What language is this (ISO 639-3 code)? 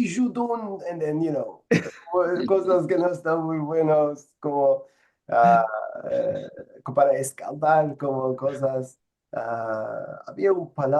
lad